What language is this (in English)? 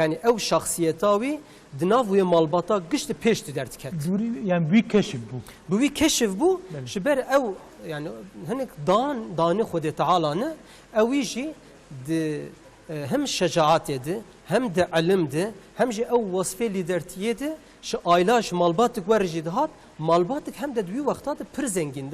Kurdish